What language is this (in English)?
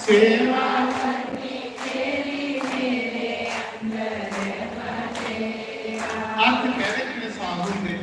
Dogri